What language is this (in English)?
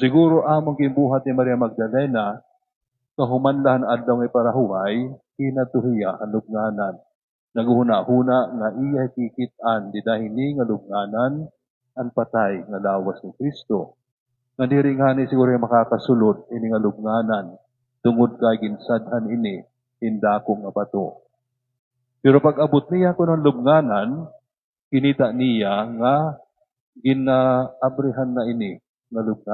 Waray